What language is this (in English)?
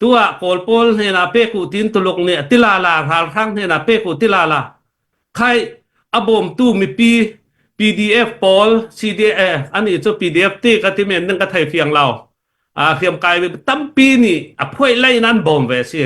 Falam Chin